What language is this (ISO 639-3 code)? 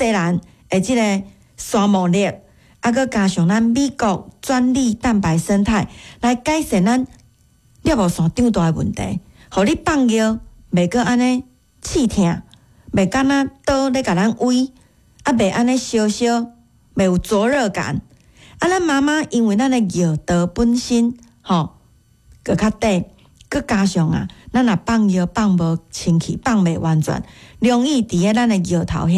nan